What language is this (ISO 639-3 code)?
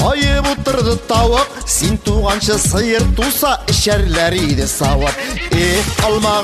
kaz